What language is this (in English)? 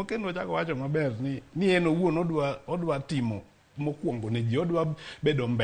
Luo (Kenya and Tanzania)